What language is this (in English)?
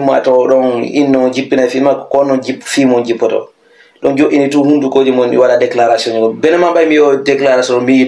Fula